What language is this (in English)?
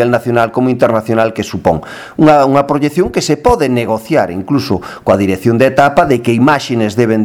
Galician